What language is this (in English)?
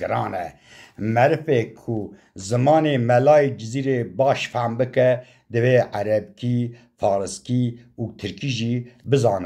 Kurdish